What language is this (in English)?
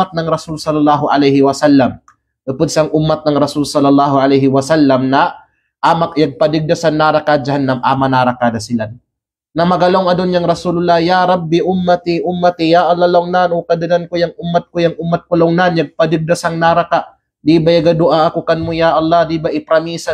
Kalagan